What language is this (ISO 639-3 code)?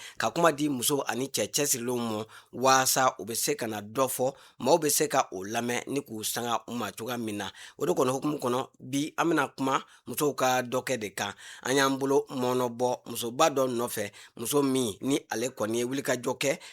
bam